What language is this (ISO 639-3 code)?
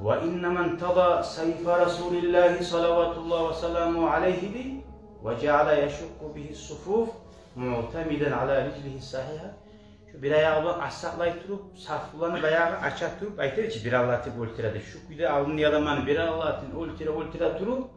kum